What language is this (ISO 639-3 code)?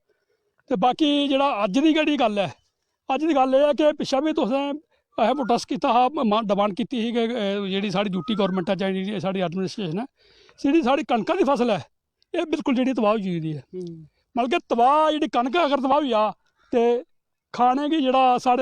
doi